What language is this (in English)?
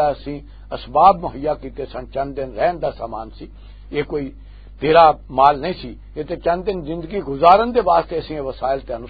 Western Panjabi